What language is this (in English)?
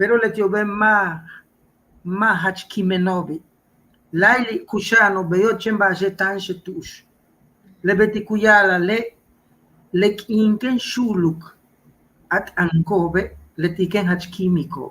Yucateco